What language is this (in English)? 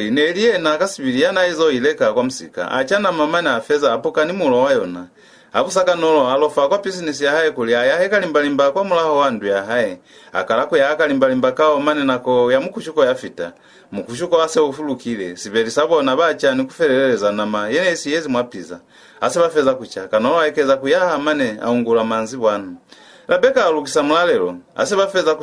Lozi